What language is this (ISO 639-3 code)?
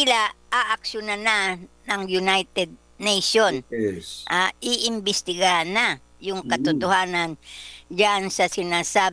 fil